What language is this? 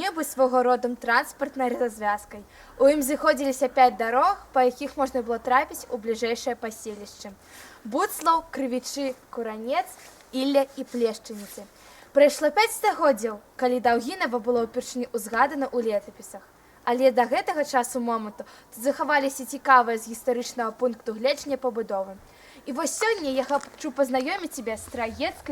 Belarusian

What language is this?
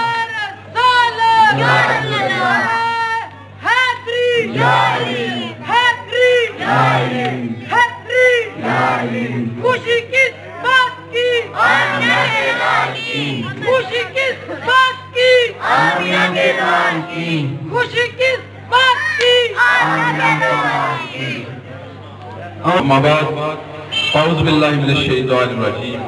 Urdu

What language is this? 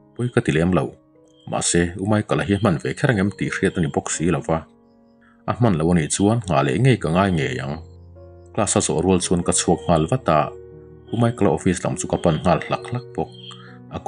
Mizo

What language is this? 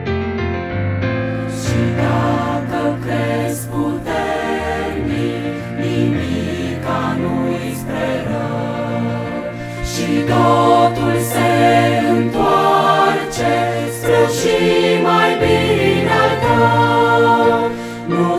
Romanian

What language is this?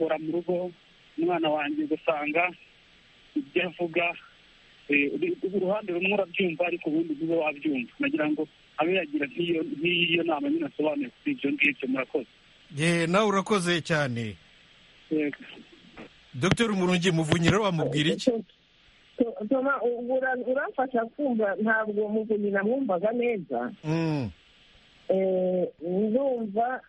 Kinyarwanda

